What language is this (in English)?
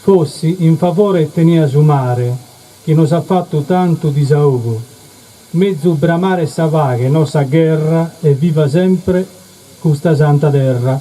Sardinian